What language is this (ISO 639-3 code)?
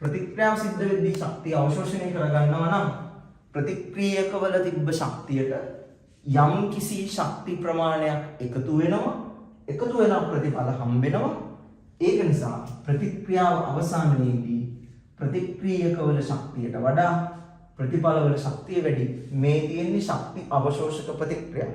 sin